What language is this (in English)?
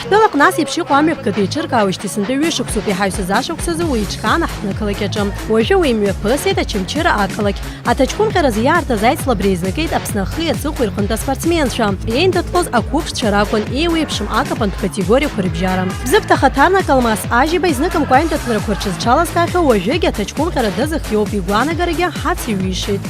Abkhazian